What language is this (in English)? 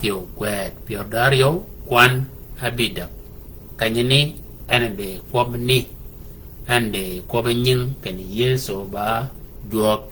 Shilluk